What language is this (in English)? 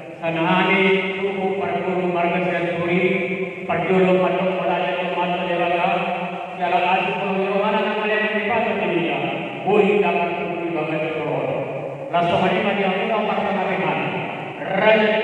Batak Toba